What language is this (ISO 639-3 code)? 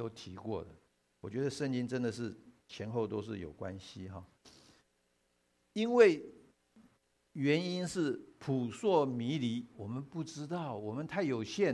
zho